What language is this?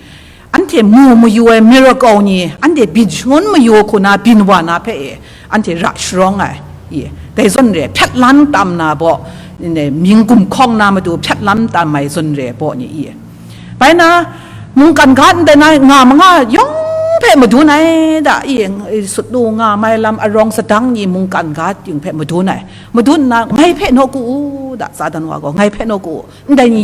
Kachin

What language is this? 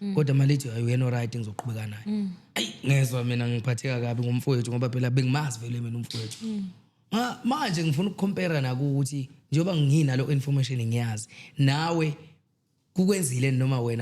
Zulu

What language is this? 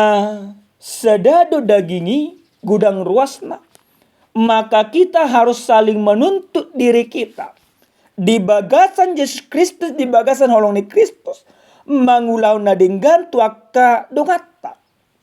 Batak Toba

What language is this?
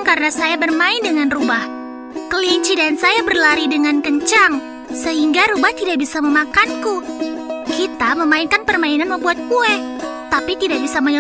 Indonesian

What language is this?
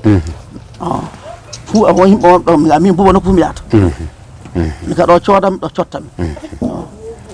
Fula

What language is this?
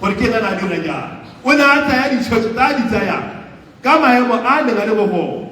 Tswana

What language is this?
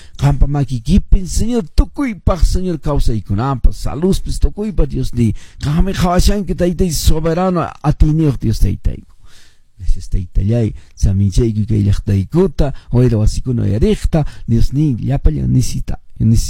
Quechua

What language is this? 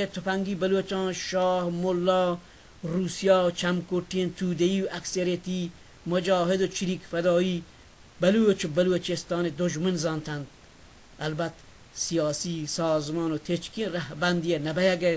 Baluchi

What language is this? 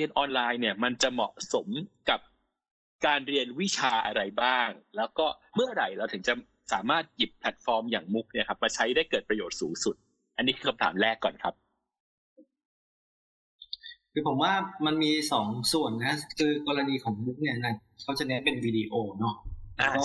Thai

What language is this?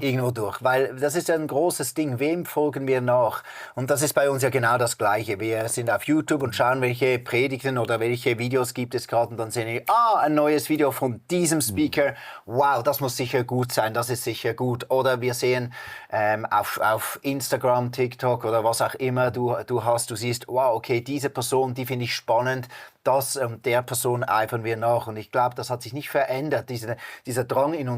Swiss German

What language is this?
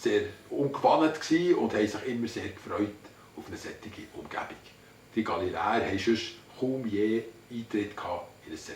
Swiss German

